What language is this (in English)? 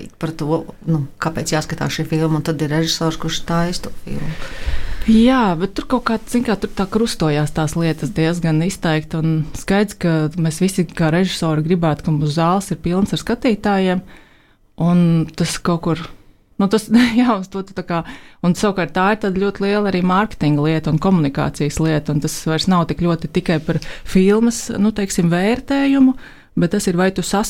Latvian